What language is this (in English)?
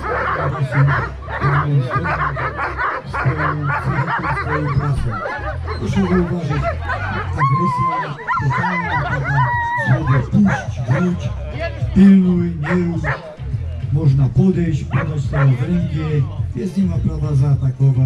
Polish